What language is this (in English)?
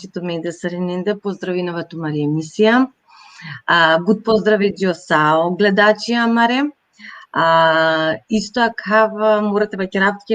Balkan Romani